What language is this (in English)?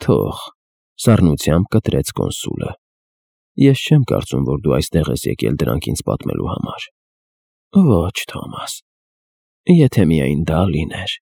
Armenian